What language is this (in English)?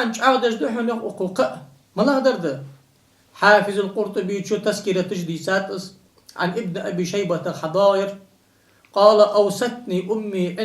Ingush